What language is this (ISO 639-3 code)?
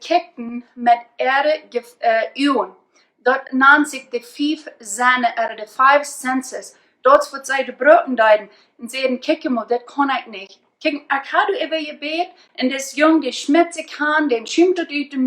pdt